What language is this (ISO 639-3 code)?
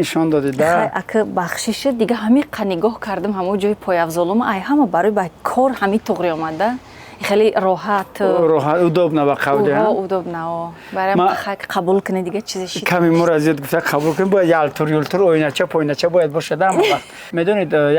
tgk